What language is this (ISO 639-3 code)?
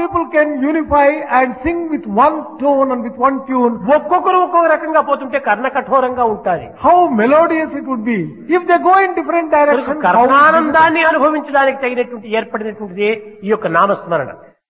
tel